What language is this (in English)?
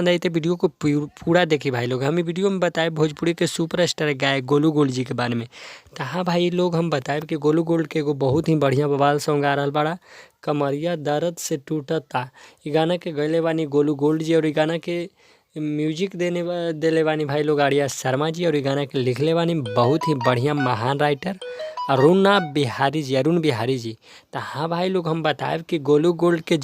Bhojpuri